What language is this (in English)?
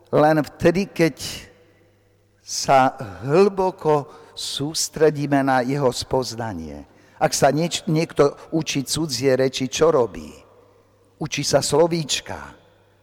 Slovak